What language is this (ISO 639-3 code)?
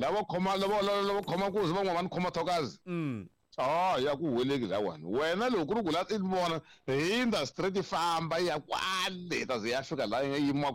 tso